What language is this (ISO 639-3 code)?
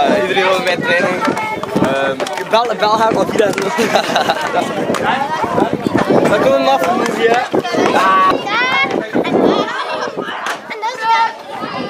nld